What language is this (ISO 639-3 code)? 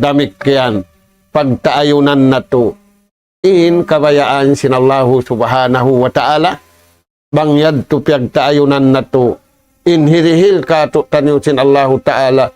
tsg